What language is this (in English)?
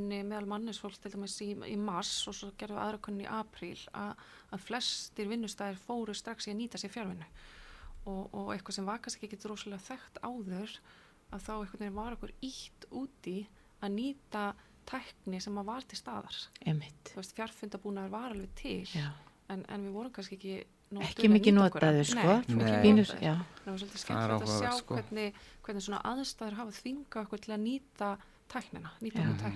Icelandic